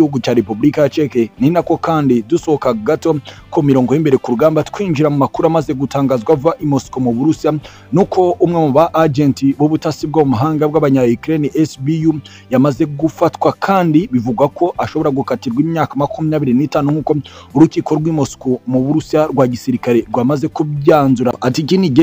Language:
Kinyarwanda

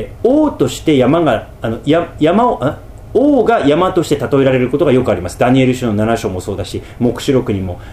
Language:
Japanese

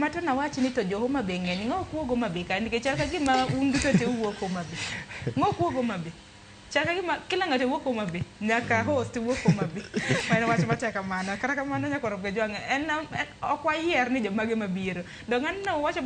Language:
Luo (Kenya and Tanzania)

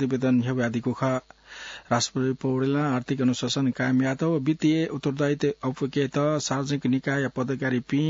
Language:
Newari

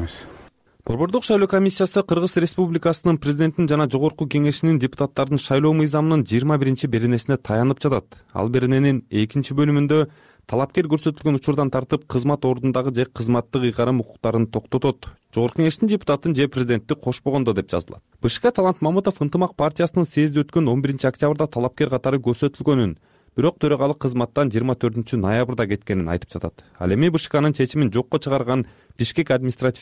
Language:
Kyrgyz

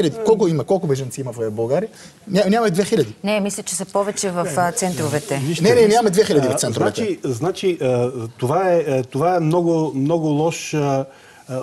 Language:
Bulgarian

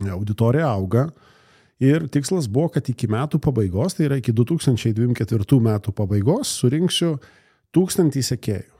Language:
Lithuanian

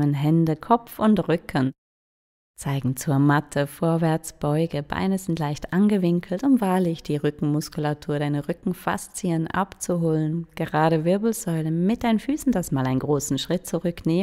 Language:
Swiss German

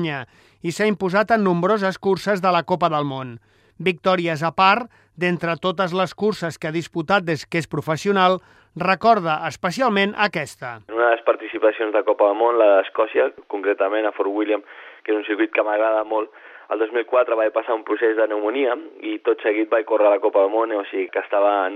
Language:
Catalan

